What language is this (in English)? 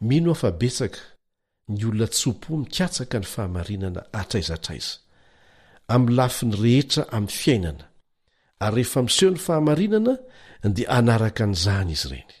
Malagasy